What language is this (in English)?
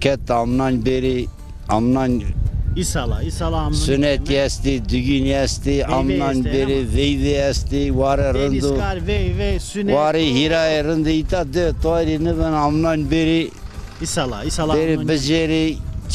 Zaza